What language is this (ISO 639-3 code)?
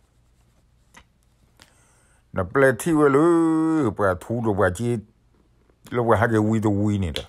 ksw